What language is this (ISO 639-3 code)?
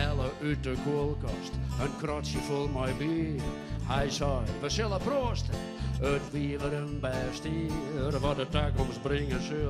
fry